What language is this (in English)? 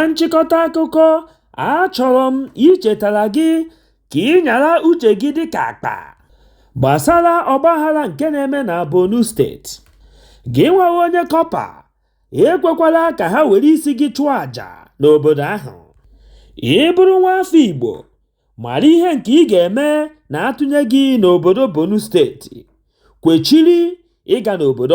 Igbo